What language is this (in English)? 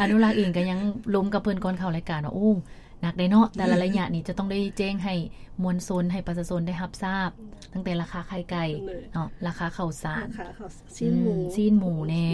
Lao